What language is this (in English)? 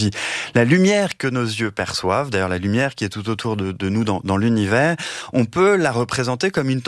French